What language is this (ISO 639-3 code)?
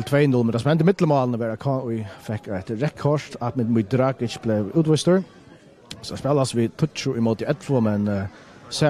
fao